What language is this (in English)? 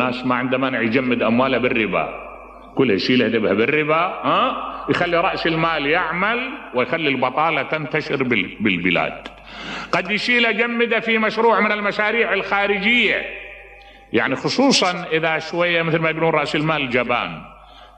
Mesopotamian Arabic